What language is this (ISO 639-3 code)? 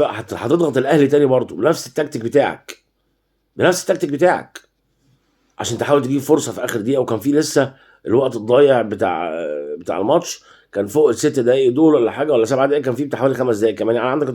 arz